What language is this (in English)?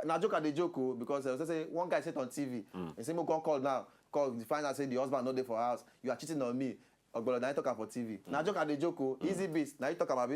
Nigerian Pidgin